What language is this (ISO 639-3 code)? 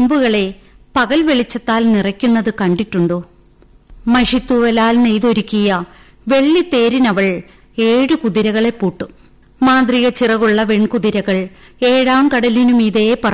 mal